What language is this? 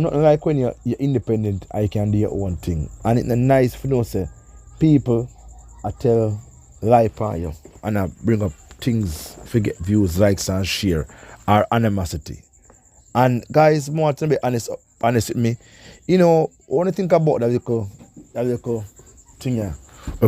Jamaican Creole English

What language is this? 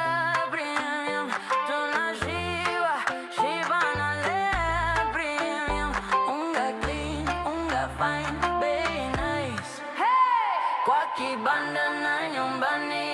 Meru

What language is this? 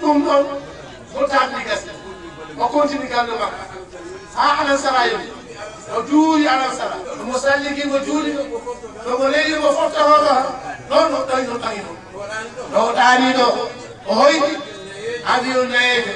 Fula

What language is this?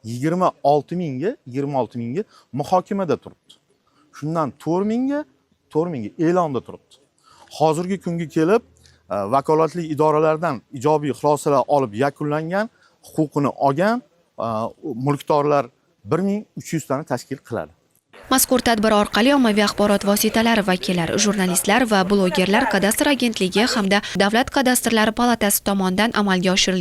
Uzbek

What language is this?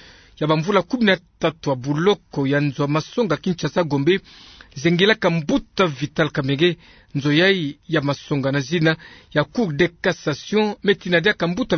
Kituba (Democratic Republic of Congo)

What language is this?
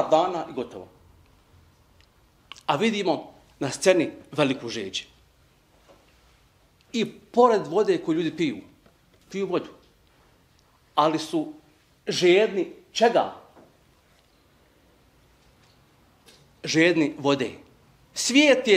Bosnian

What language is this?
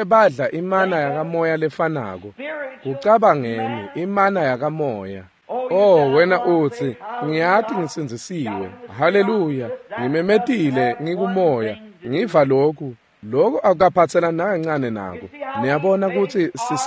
Swati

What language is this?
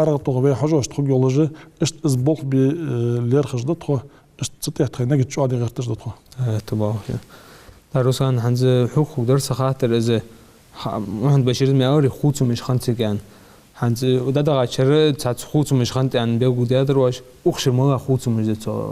Ingush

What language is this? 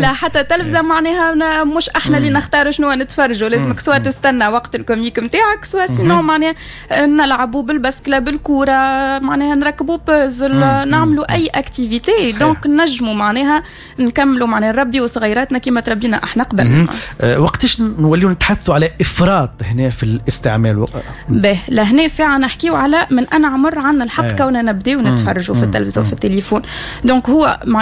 Tunisian Arabic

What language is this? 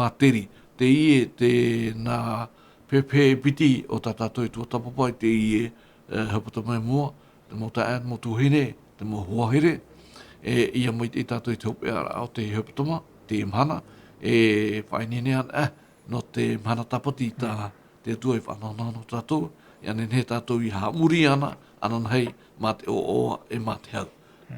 Tahitian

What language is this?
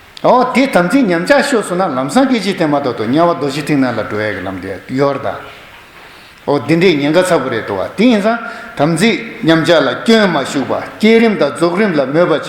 Tibetan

